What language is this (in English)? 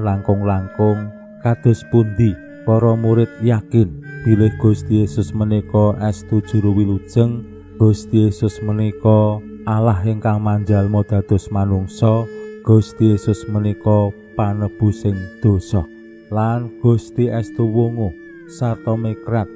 Javanese